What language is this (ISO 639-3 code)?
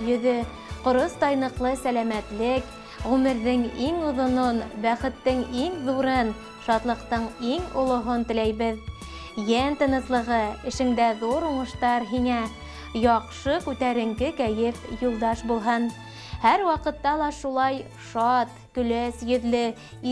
bak